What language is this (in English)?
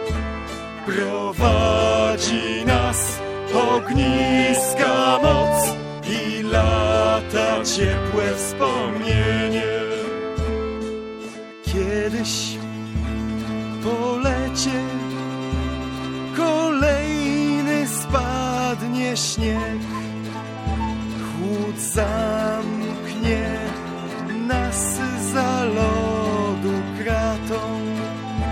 Polish